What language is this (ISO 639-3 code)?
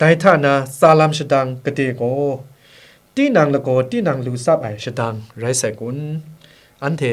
kac